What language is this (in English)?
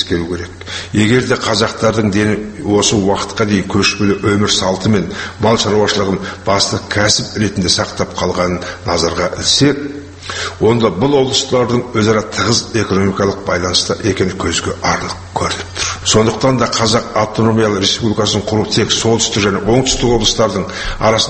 Kazakh